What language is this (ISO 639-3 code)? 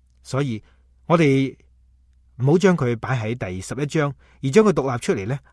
yue